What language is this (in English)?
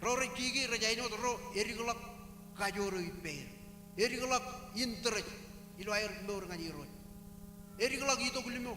Marshallese